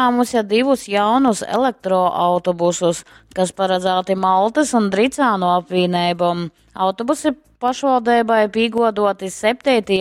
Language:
Latgalian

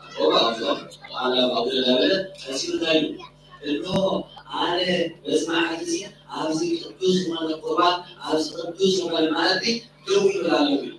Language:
Tigrinya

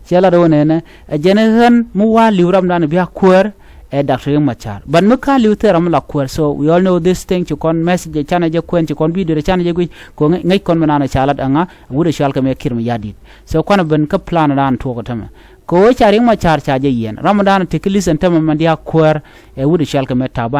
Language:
Nuer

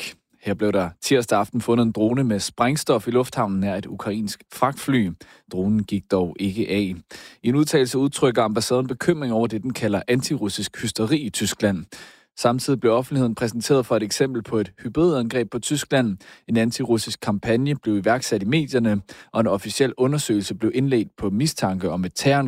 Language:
Danish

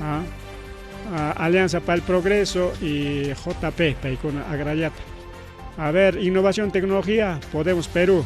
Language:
Ayacucho Quechua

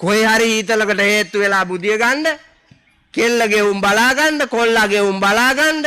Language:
Sinhala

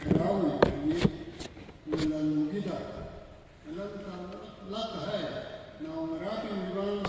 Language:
Tangkhul Naga (India)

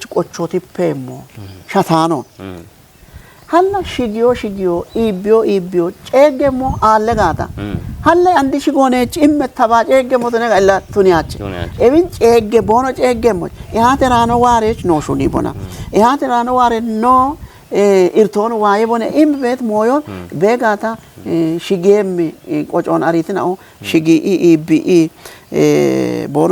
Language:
Kafa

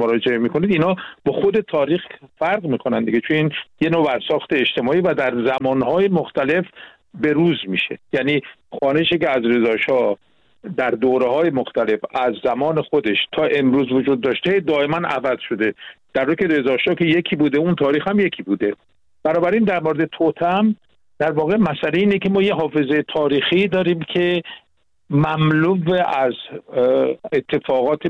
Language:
Persian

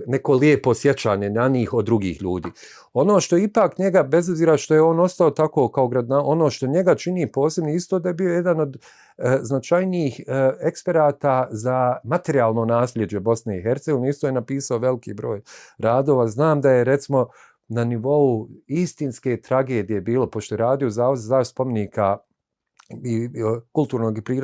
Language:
Bosnian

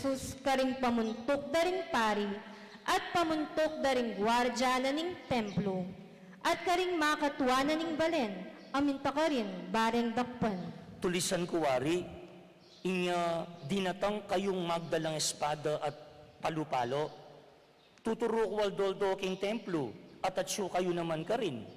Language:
Pampanga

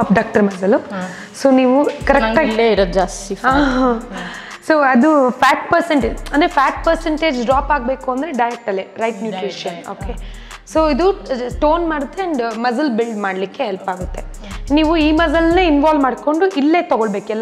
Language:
Kannada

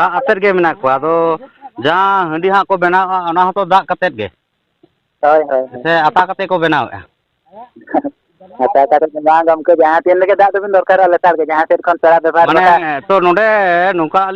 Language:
Santali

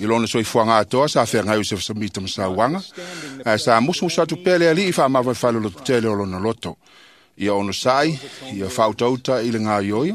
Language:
Samoan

